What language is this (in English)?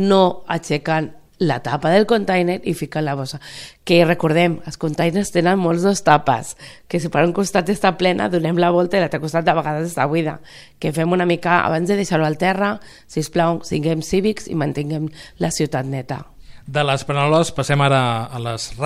Catalan